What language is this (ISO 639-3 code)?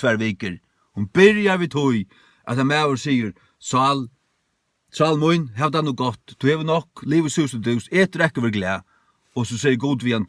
fao